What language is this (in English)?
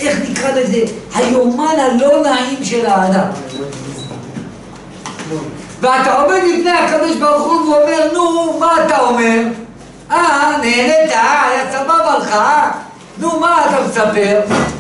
Hebrew